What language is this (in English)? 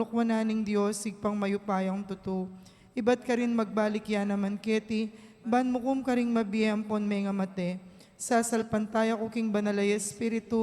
Pampanga